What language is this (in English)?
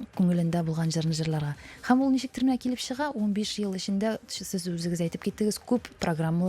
Tatar